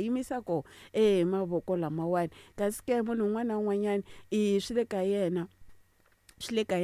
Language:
Tsonga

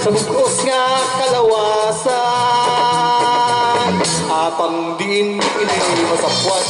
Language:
Hiligaynon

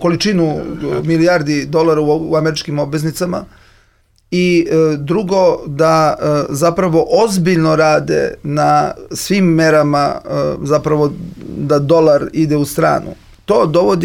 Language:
Serbian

